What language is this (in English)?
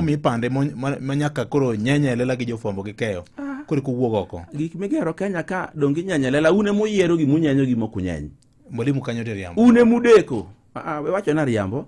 Luo (Kenya and Tanzania)